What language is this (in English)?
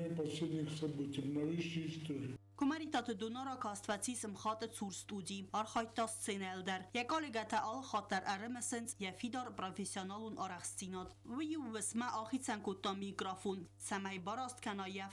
Ossetic